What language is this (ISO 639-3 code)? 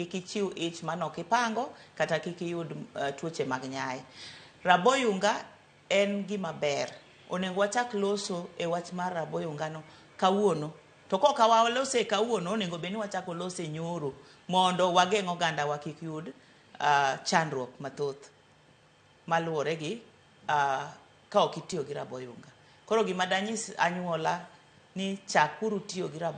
luo